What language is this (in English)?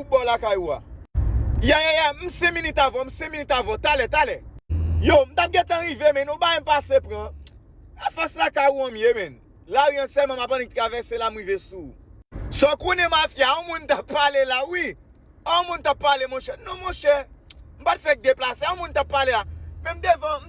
Haitian Creole